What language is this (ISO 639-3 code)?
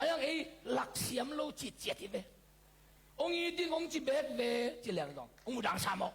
ctd